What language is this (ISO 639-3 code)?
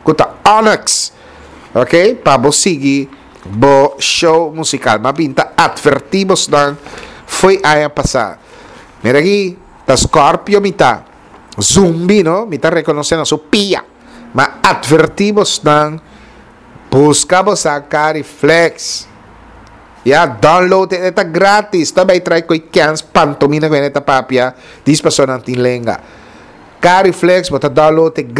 pap